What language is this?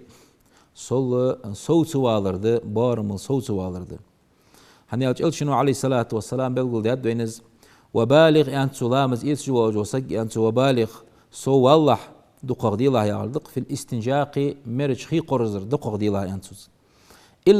Ingush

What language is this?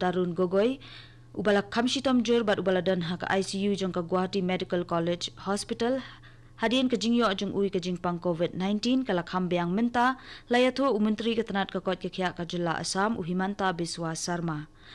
Khasi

